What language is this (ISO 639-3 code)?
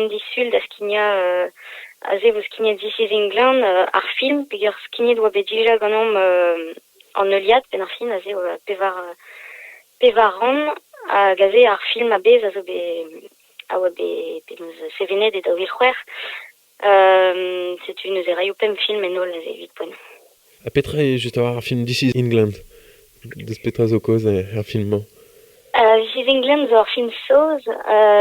bre